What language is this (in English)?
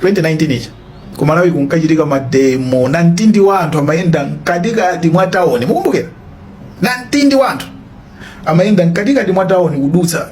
Nyanja